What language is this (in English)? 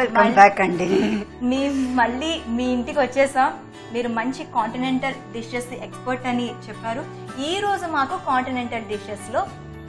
Telugu